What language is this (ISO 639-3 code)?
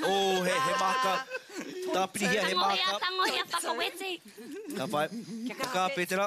mri